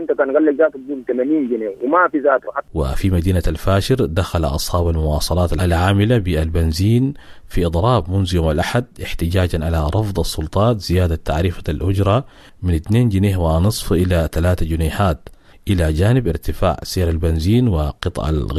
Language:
Sudanese Arabic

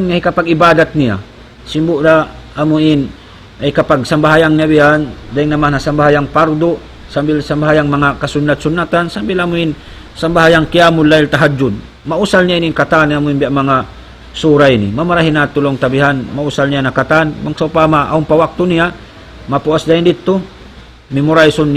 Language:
Tausug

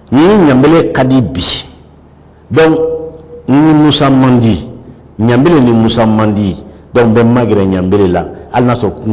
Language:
Bambara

